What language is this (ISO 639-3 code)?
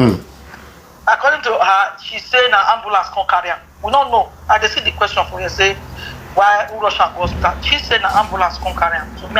pcm